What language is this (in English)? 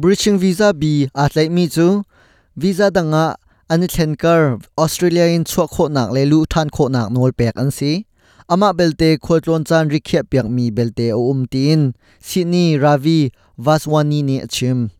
Hakha Chin